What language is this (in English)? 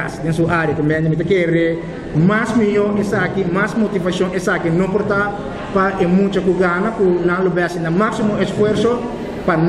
Papiamento